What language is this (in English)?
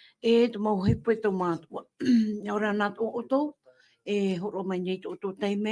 Tahitian